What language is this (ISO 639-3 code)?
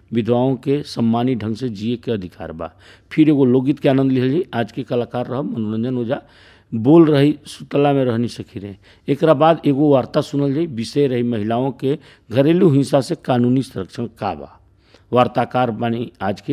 bho